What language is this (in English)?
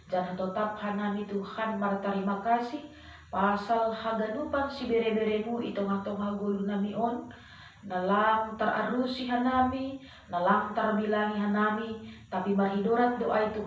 Batak Simalungun